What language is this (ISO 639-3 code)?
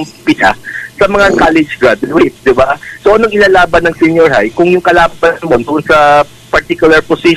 ceb